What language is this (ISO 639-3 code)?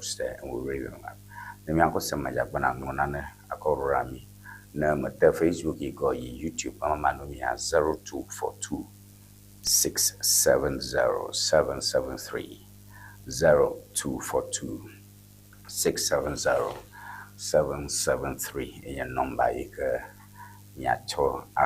ewe